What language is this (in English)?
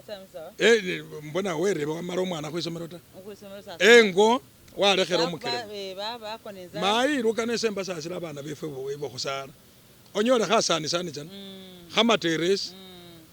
Masaaba